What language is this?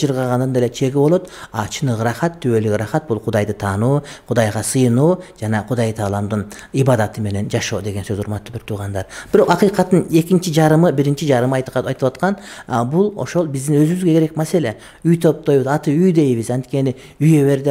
Kyrgyz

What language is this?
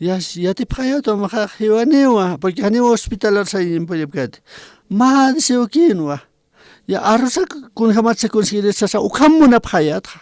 Aymara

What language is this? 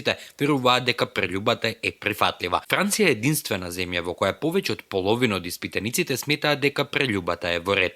Macedonian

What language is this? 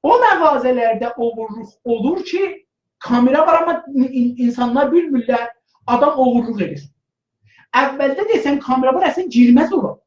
South Azerbaijani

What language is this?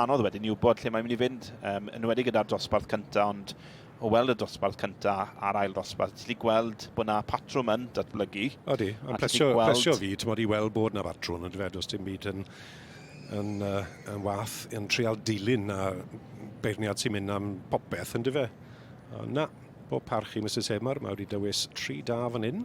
Welsh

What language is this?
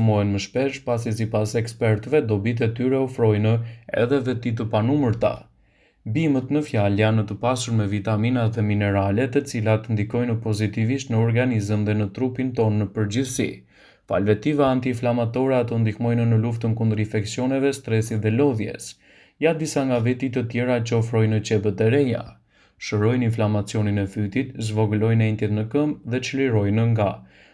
Albanian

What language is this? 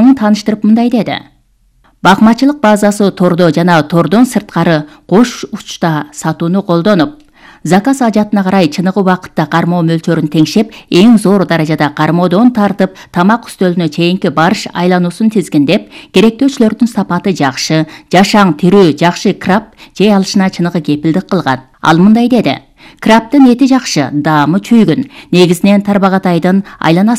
Kyrgyz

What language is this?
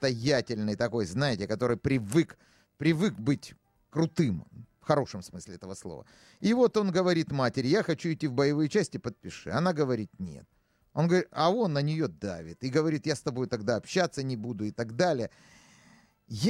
Russian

